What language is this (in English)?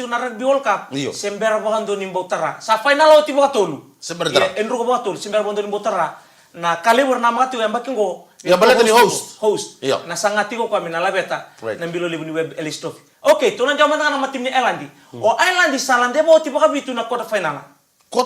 Fijian